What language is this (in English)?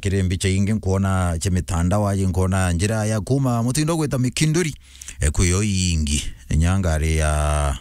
Meru